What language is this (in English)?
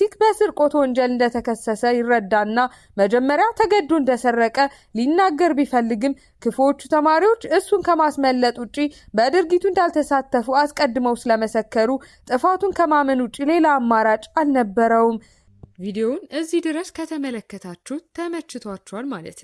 Amharic